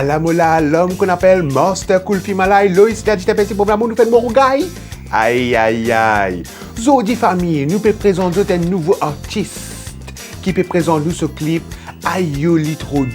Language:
Morisyen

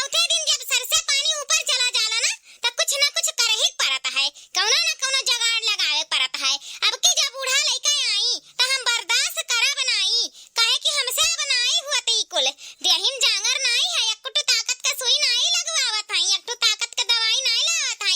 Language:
Awadhi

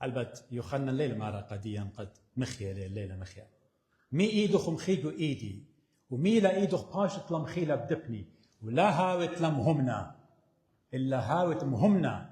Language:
Assyrian Neo-Aramaic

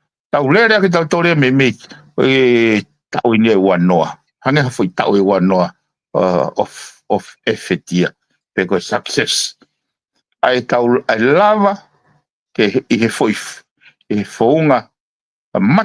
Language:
Tongan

